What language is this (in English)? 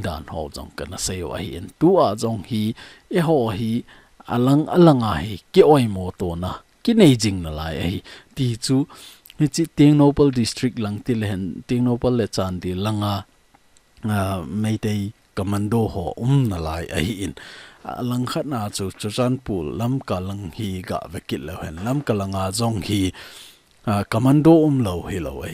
Thado Chin